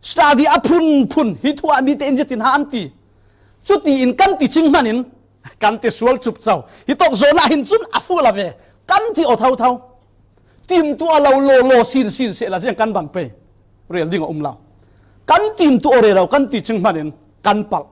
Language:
Falam Chin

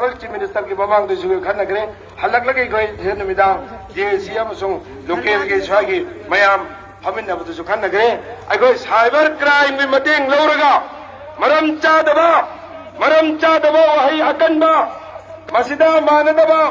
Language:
Manipuri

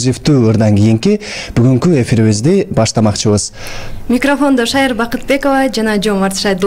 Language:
Kyrgyz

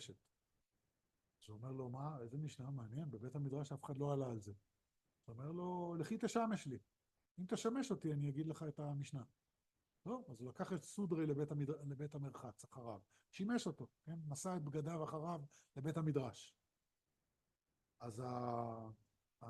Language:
Hebrew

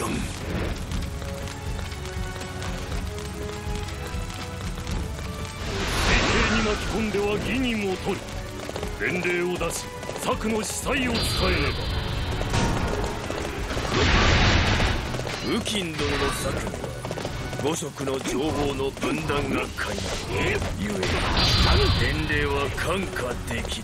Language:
Japanese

